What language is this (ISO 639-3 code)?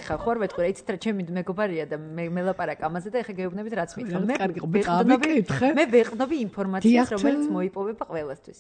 kat